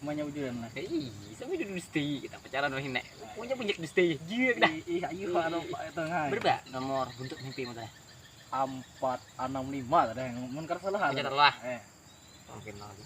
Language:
Banjar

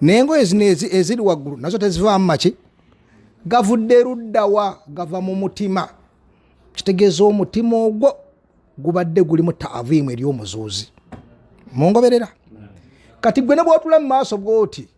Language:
Ganda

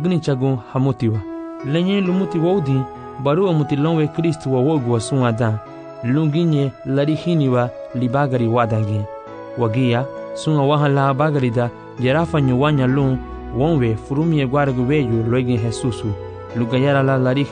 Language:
Garifuna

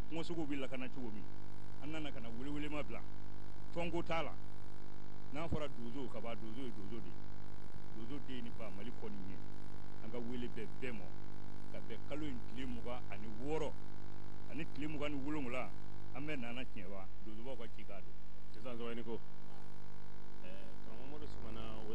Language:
Bambara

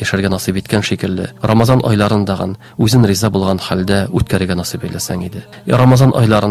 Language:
Tatar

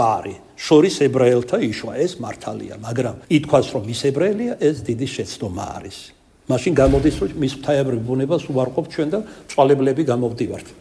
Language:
Georgian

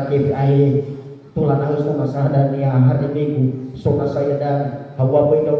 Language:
Nias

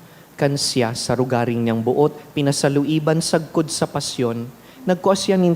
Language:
Bikol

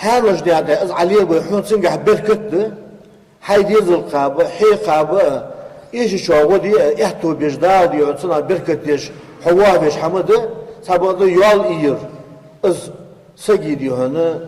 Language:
Ingush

